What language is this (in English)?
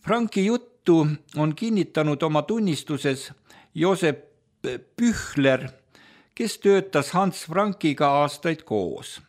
Estonian